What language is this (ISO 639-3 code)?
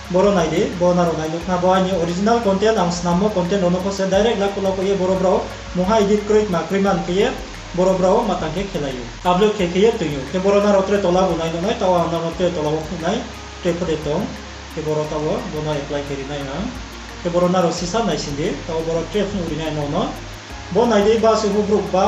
ria